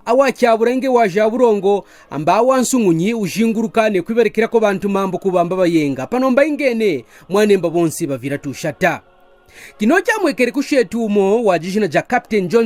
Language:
Kaonde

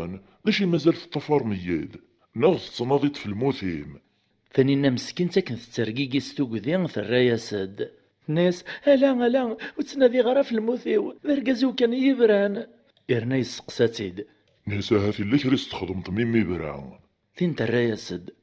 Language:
Kabyle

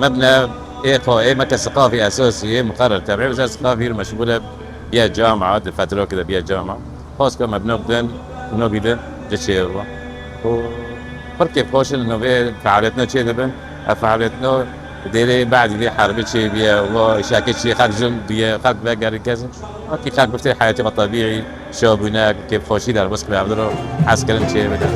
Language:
Kurdish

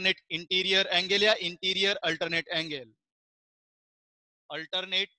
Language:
English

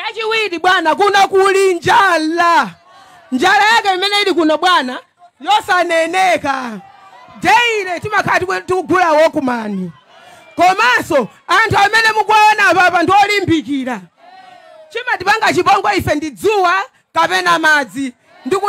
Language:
Nyanja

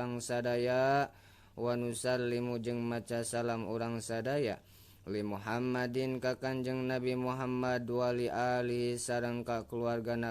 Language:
Sundanese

